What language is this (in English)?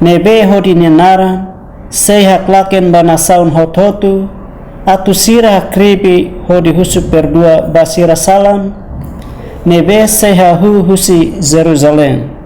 Tetum